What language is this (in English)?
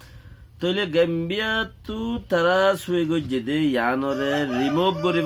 Rohingya